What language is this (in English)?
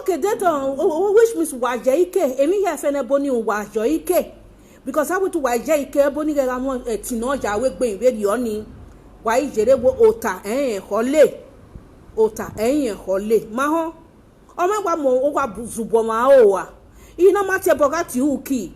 Nigerian Pidgin